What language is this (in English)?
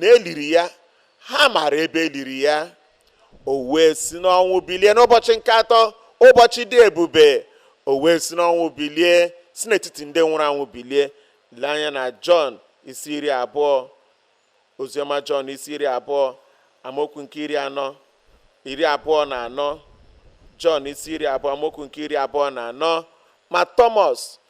Igbo